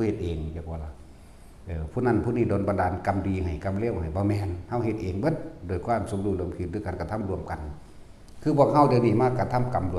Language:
Northeastern Thai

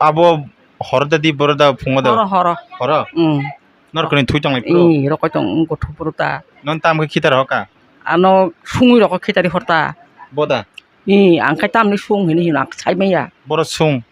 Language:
Kok Borok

